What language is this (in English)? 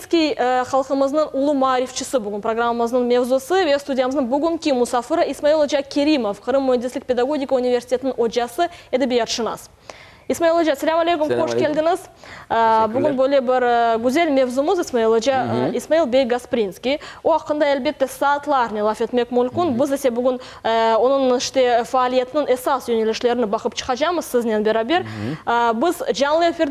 Crimean Tatar